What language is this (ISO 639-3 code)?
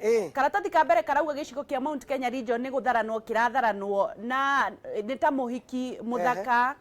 kik